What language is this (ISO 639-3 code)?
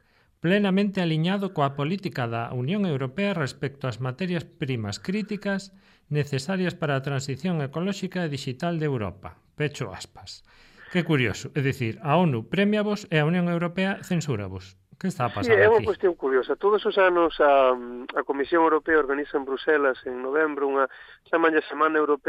glg